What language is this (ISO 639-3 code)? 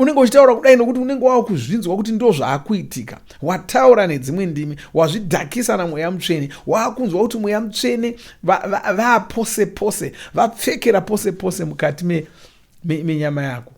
sna